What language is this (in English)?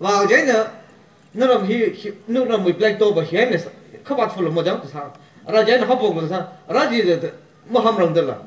Tangkhul Naga (India)